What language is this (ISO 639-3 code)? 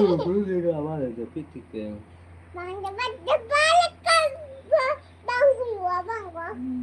sat